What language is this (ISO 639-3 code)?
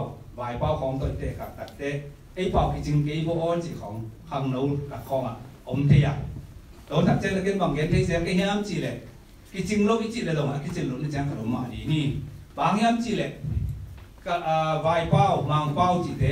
ctd